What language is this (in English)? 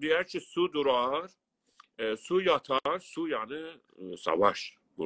South Azerbaijani